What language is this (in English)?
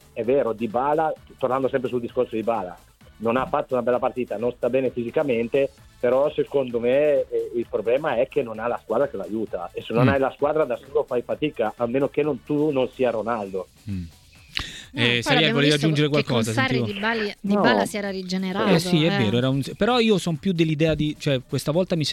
Italian